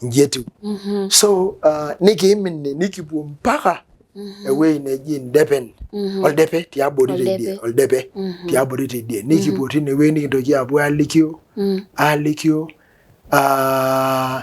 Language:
Masai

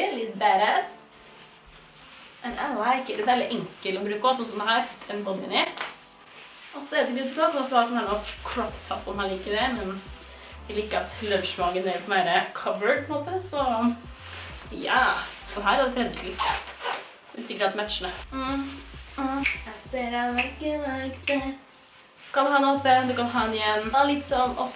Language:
Norwegian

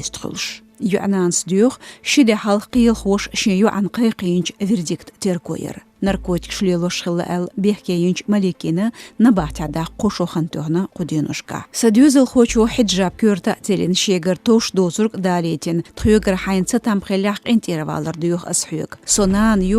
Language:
Chechen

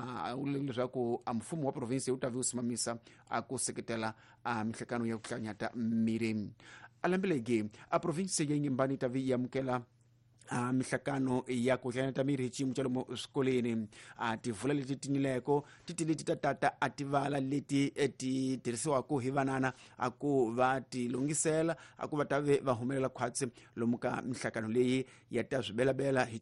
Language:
Tsonga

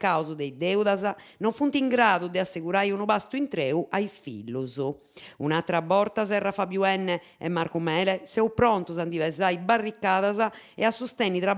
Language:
Sardinian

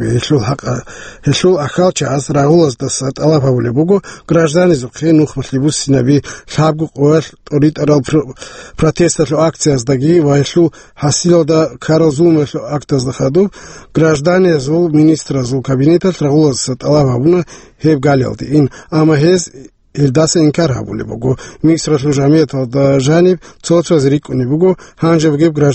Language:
Avaric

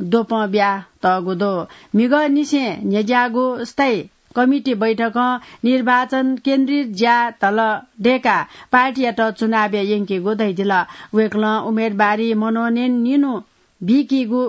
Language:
Newari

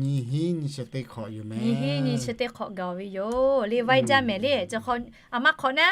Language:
Lahu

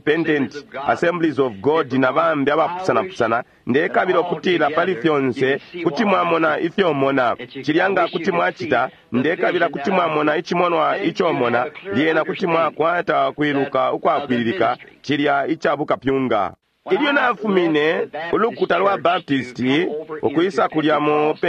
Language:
Bemba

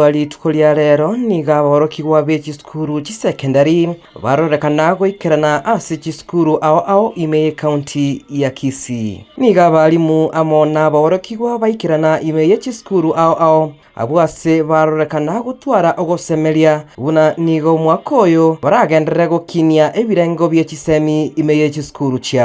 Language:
Gusii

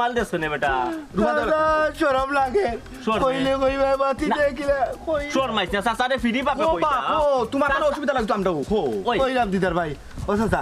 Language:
Sylheti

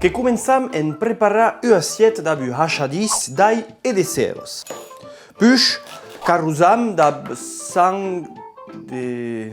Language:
Occitan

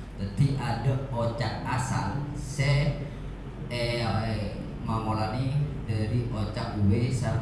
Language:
Madurese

